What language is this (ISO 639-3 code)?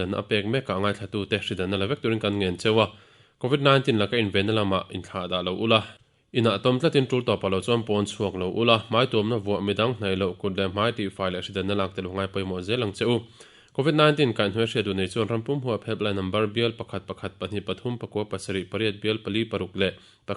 lus